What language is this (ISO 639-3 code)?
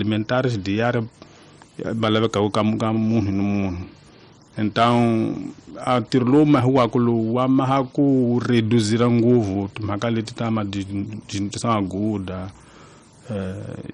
tso